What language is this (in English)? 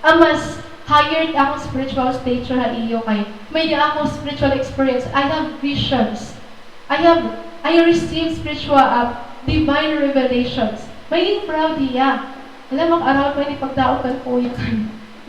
Waray